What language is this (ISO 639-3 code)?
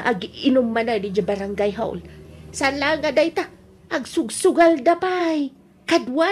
ilo